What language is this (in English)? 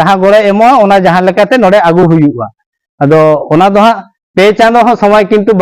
Santali